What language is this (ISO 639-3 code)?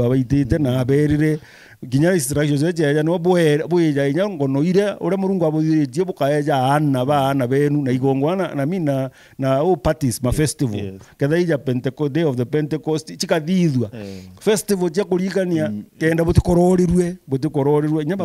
mer